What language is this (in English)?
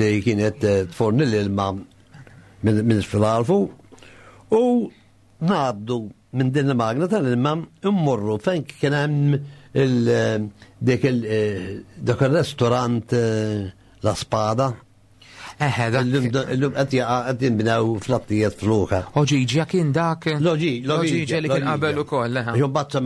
Maltese